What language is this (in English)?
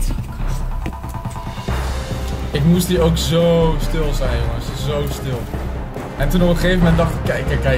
Dutch